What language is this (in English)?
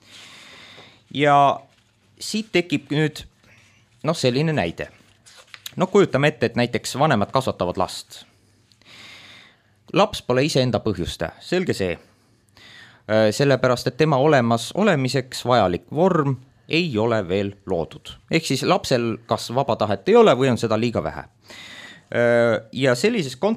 Estonian